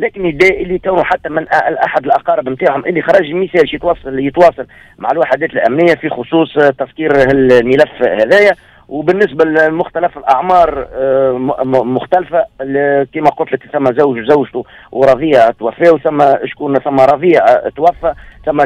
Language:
Tunisian Arabic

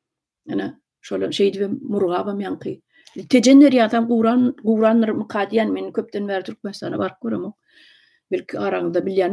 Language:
Turkmen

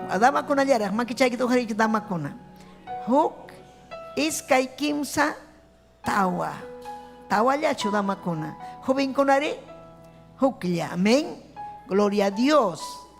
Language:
Ayacucho Quechua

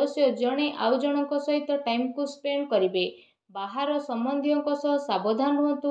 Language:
Odia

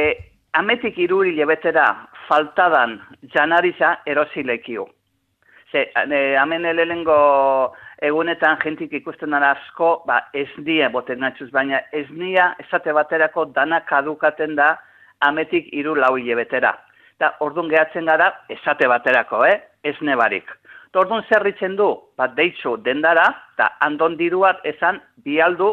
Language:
Basque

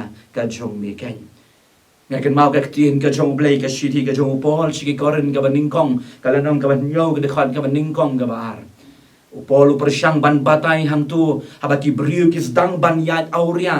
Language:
Khasi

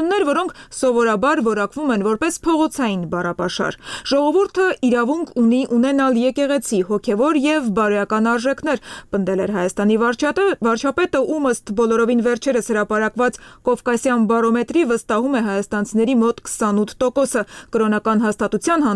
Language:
Armenian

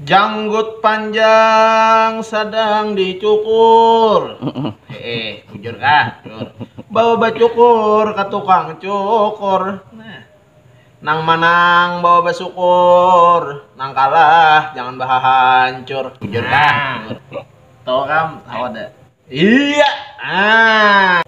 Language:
Banjar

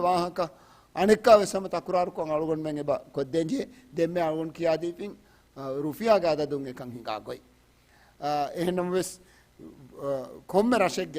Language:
Divehi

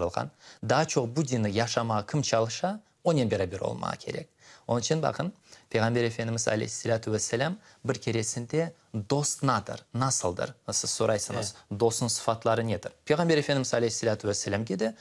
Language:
Crimean Tatar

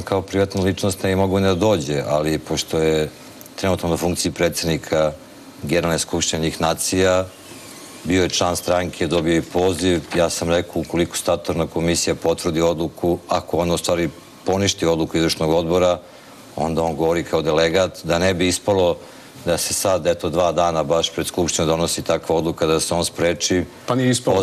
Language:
Serbian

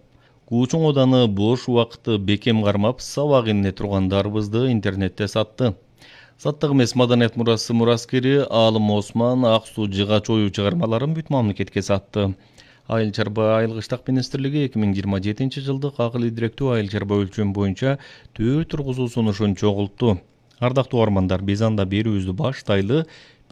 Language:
Kyrgyz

